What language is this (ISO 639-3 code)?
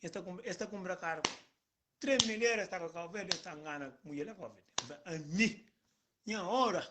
kea